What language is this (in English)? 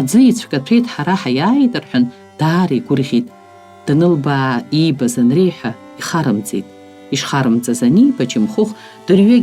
Abkhazian